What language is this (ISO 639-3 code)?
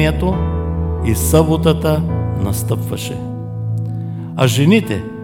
bul